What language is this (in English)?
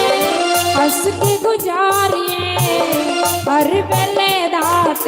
Dogri